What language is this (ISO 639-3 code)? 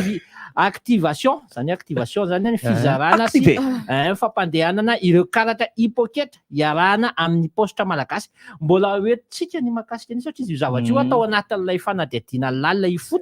mlg